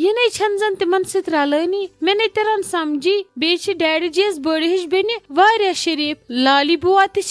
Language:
Kashmiri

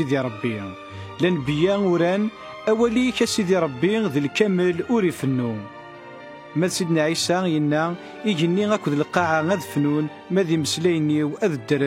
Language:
Kabyle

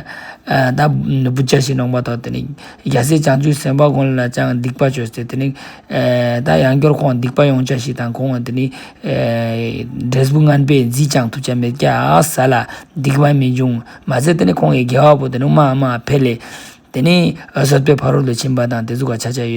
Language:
Ladakhi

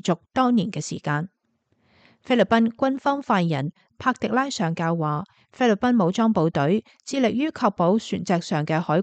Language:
Cantonese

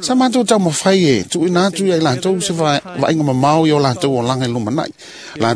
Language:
Samoan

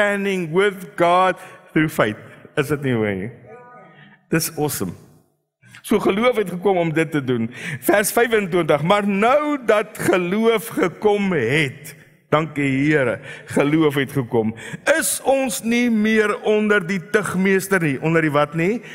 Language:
Afrikaans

